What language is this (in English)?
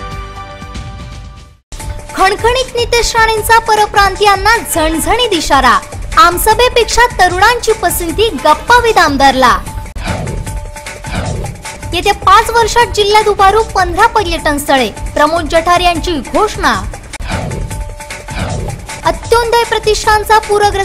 Marathi